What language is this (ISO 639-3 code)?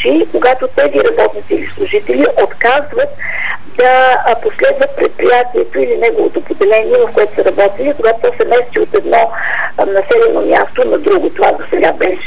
bul